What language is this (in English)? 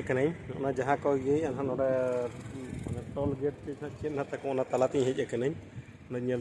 Santali